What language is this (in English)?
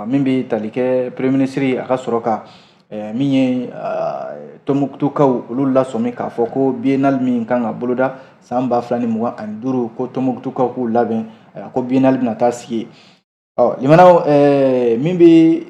Bambara